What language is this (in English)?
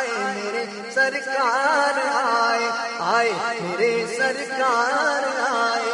Urdu